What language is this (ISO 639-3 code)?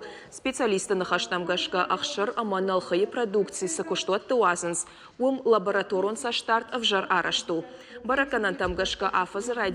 oss